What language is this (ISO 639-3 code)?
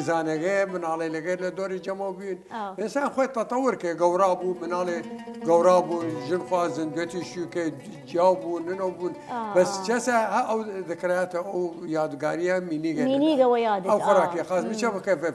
sdh